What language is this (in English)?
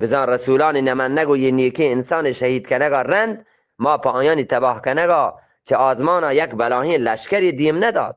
Eastern Balochi